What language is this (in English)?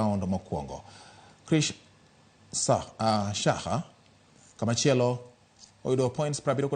Luo (Kenya and Tanzania)